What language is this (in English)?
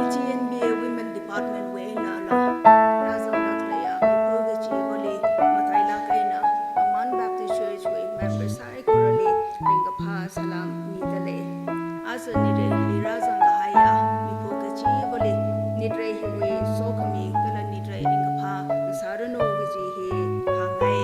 Tangkhul Naga (India)